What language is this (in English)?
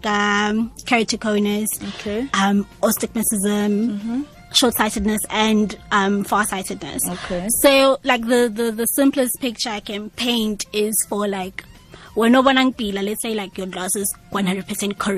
Tswana